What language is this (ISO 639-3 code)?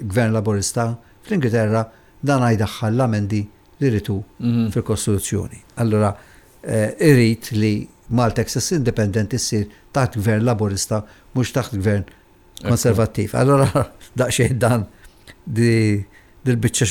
mlt